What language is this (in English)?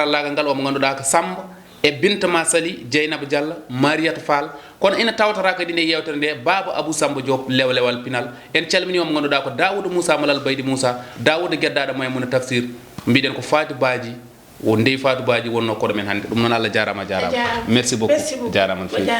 Fula